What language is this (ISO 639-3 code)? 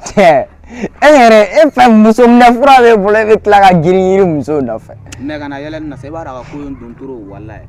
bam